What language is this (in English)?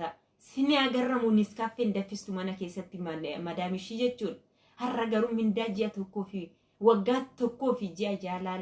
Oromo